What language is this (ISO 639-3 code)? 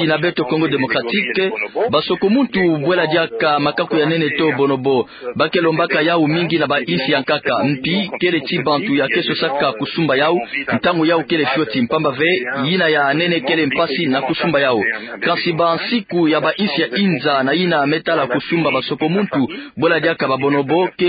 ktu